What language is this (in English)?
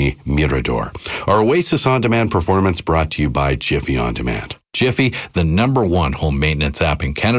English